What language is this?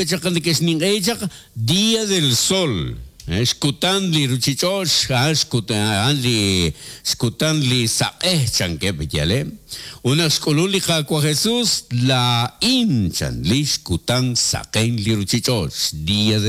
Kekchí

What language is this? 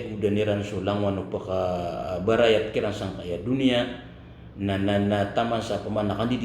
Maranao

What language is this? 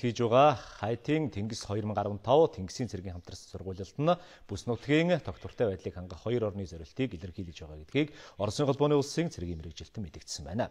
Mongolian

